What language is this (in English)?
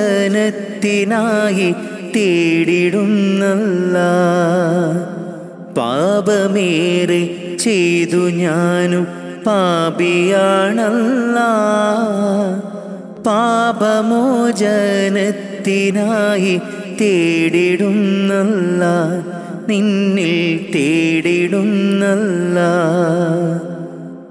Malayalam